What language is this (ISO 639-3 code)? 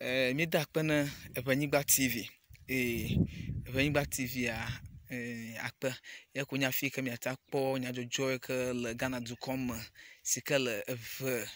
ewe